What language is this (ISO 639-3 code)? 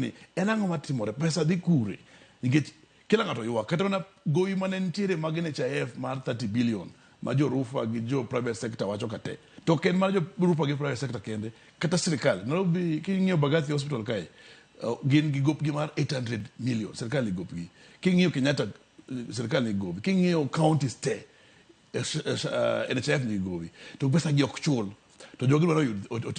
luo